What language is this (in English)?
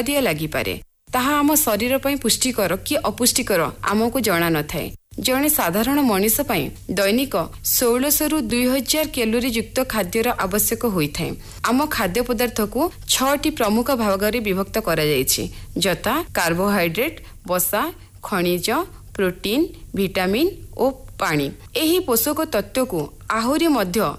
Odia